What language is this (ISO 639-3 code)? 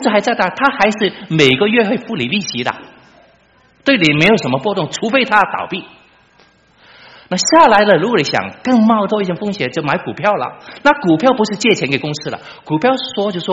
zho